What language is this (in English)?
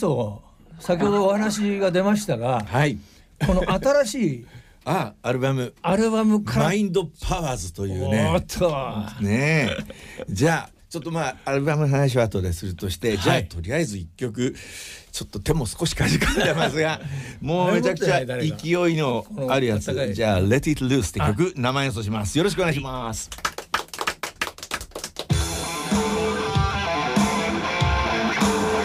Japanese